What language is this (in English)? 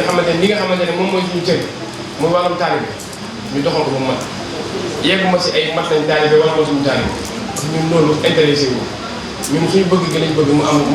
Wolof